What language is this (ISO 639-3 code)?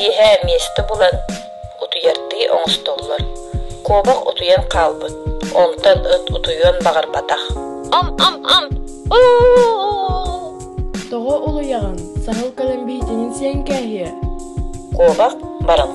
sah